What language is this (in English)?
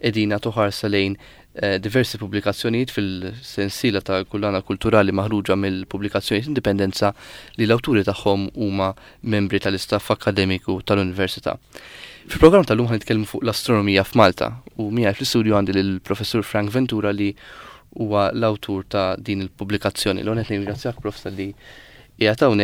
Maltese